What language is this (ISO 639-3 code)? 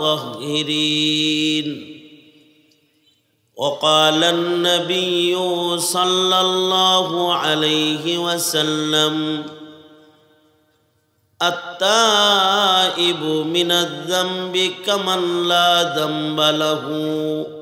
ben